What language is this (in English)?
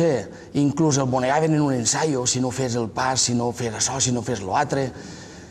Catalan